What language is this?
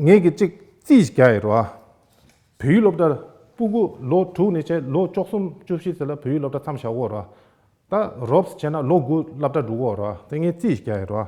Tibetan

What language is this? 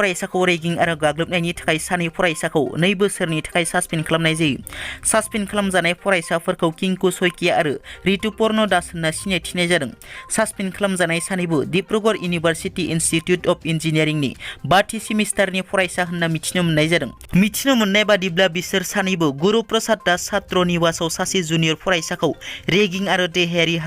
Bodo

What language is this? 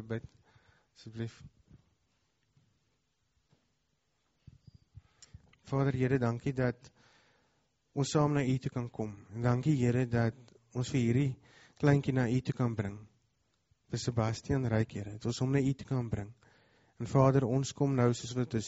Afrikaans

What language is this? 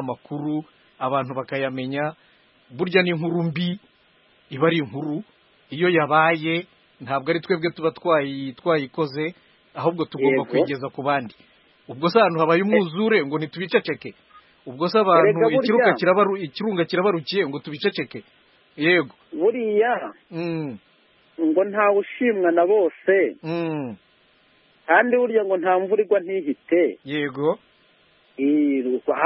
Kinyarwanda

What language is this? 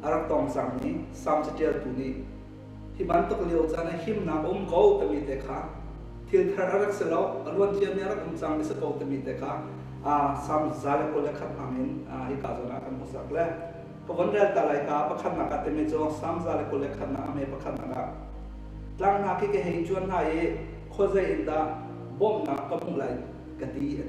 Hakha Chin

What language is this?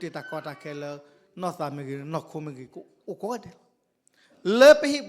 S'gaw Karen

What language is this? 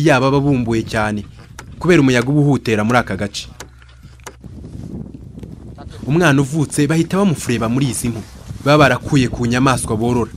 Kinyarwanda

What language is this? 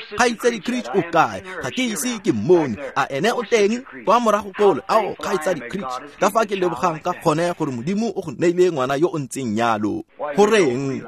Tswana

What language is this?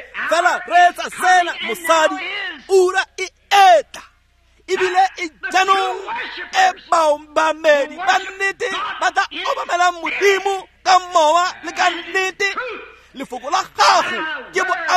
Tswana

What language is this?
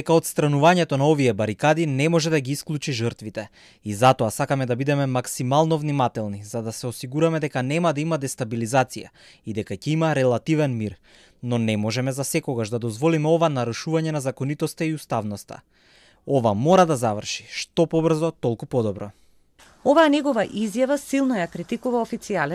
Macedonian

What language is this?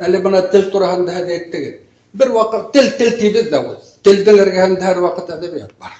Bashkir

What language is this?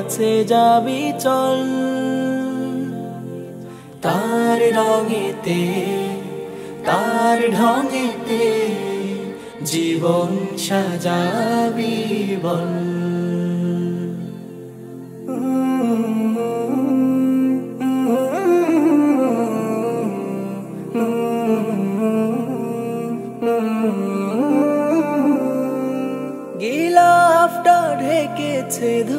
Bangla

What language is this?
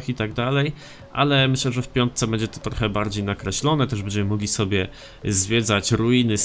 Polish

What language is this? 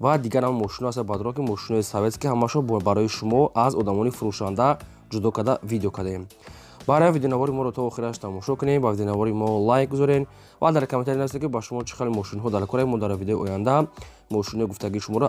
Tajik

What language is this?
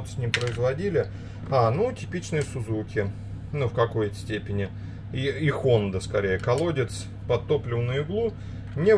Russian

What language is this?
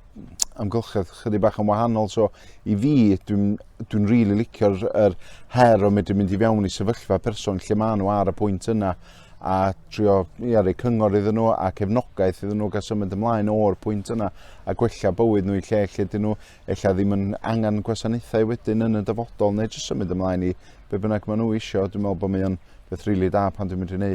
Welsh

